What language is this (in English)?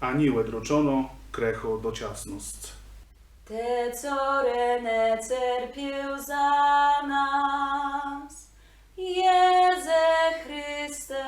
Kashubian